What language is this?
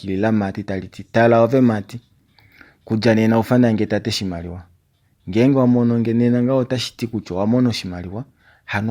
Kuanyama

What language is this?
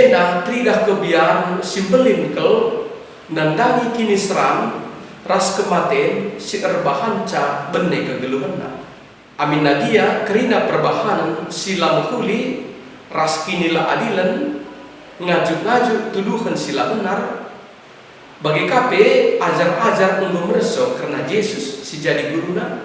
Batak Karo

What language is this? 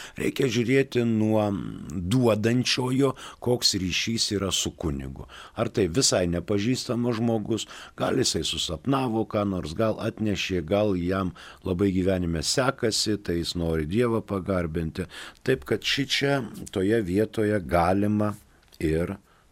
Lithuanian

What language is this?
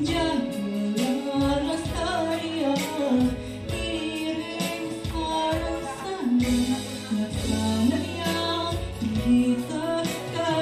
Balinese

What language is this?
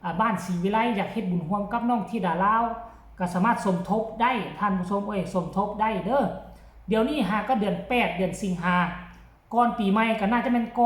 Northeastern Thai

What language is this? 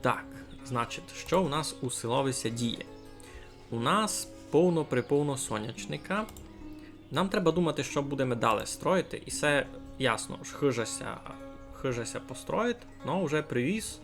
Rusyn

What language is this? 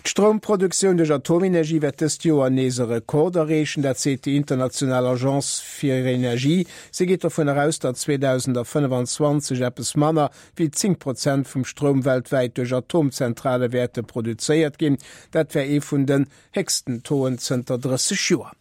Luxembourgish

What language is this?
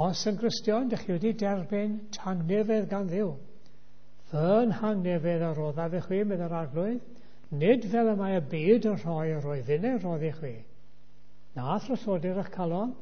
Welsh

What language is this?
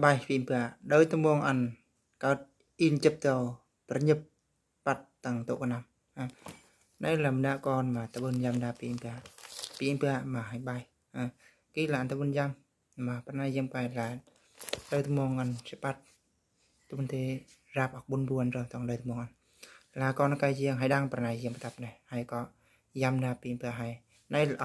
Eastern Bru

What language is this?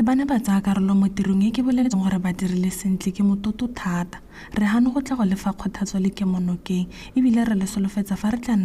Tswana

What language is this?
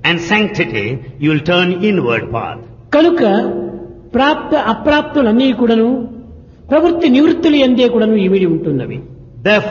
Telugu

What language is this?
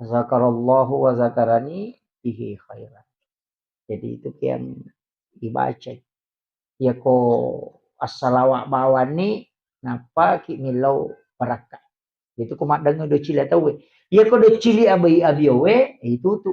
Buginese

